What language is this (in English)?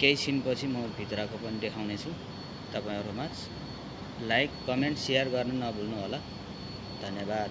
Nepali